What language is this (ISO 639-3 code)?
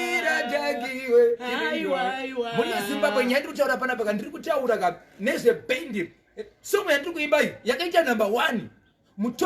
sna